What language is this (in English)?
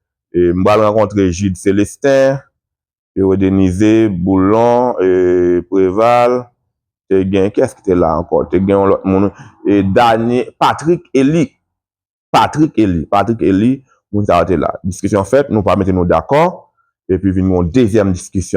Haitian Creole